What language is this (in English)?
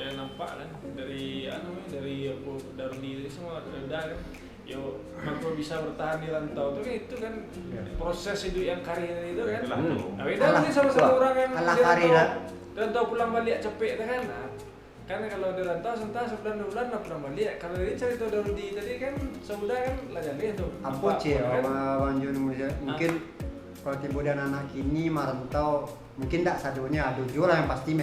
Minangkabau